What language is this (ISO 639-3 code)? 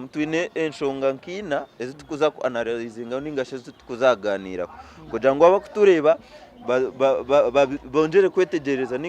nyn